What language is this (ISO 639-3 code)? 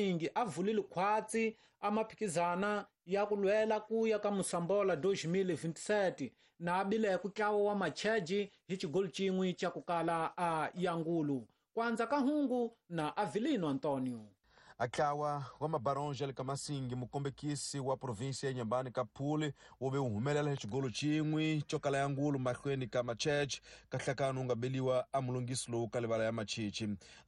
tso